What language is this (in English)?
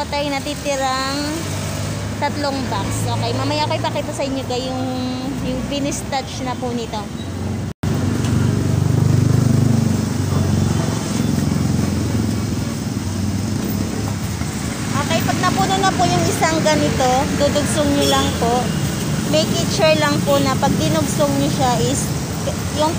Filipino